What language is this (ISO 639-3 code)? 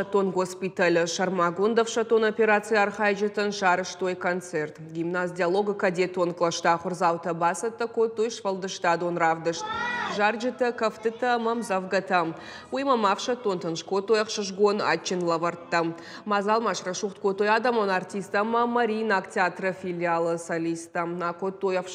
oss